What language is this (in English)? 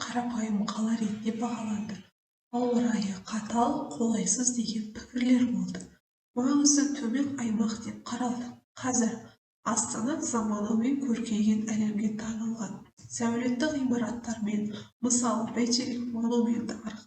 Kazakh